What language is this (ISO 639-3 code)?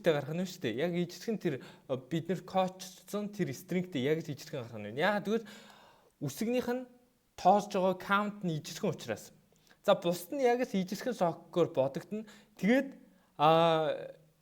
mon